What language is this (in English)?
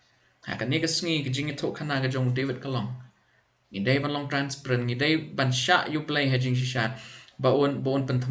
Khasi